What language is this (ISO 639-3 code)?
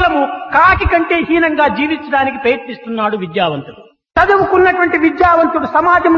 tel